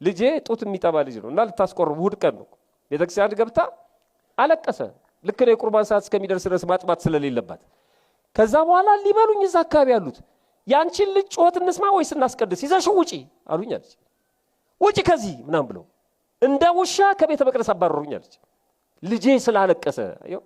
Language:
Amharic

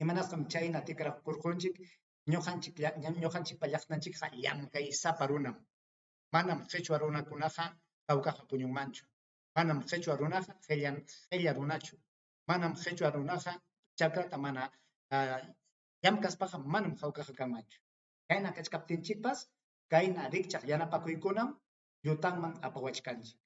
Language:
Ayacucho Quechua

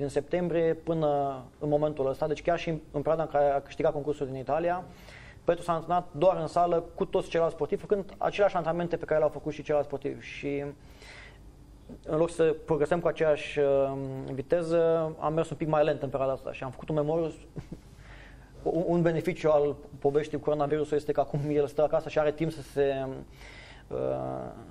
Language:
Romanian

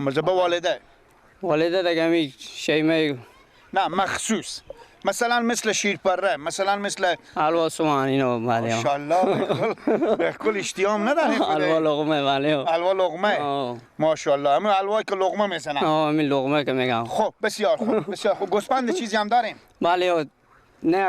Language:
Persian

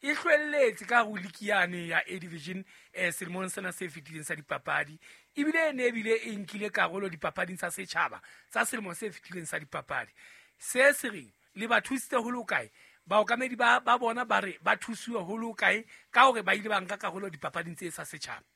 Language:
Southern Sotho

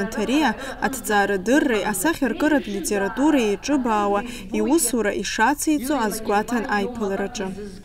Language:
Abkhazian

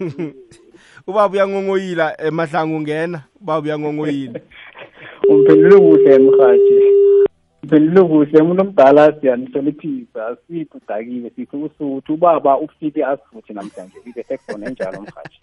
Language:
South Ndebele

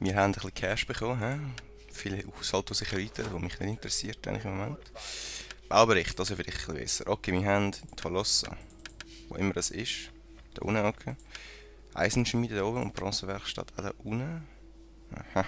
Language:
Swiss German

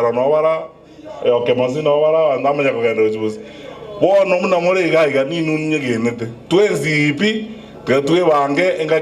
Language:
Gusii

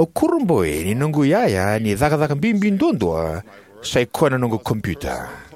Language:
Fijian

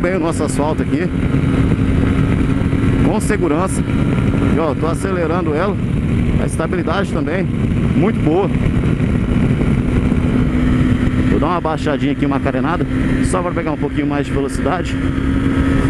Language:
Portuguese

